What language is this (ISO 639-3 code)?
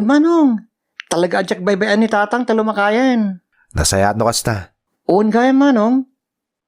ilo